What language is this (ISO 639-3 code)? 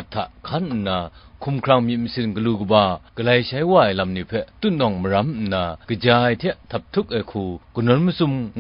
kac